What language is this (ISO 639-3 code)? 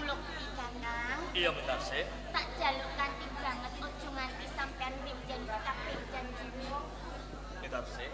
jav